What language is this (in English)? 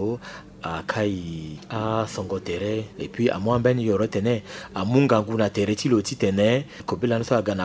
Sango